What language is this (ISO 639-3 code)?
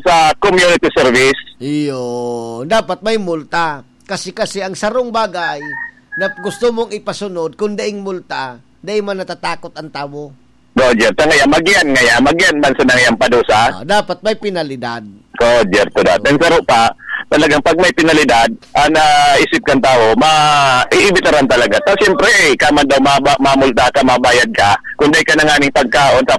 bik